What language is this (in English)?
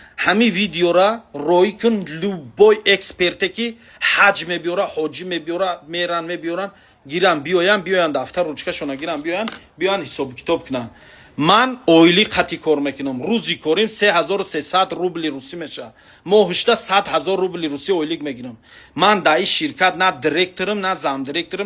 Tajik